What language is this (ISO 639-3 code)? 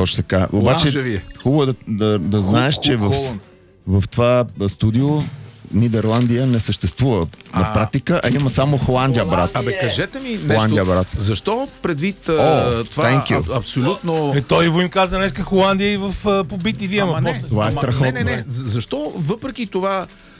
bul